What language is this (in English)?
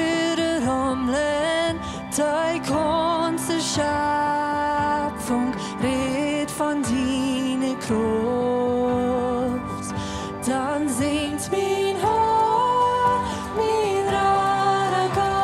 Plautdietsch